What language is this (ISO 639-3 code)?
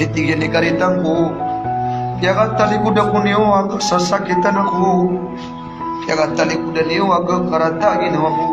mrw